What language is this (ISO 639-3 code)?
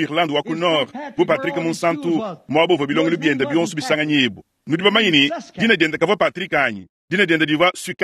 lua